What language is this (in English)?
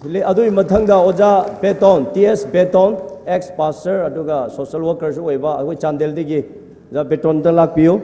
Tangkhul Naga (India)